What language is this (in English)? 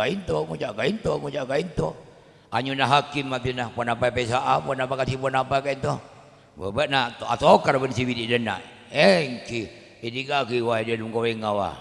Madurese